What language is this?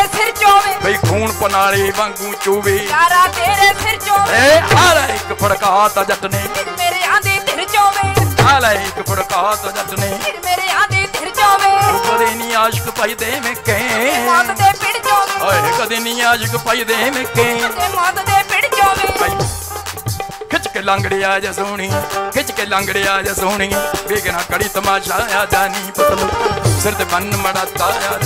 Punjabi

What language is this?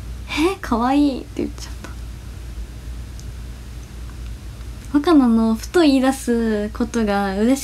Japanese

